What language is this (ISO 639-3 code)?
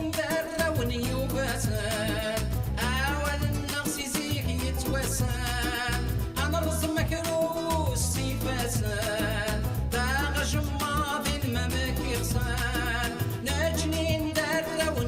kab